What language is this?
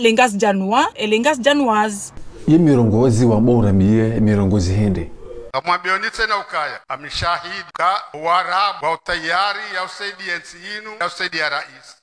Ngazidja Comorian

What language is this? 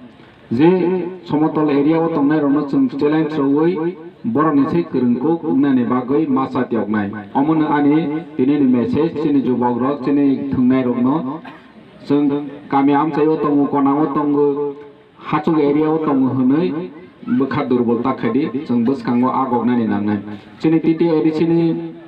Kok Borok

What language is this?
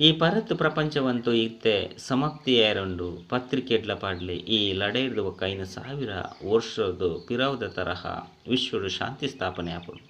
Tulu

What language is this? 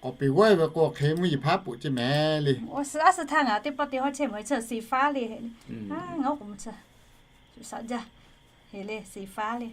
Lahu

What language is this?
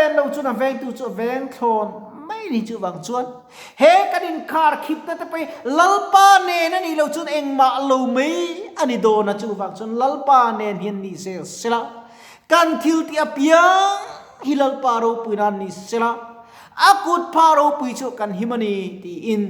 Mizo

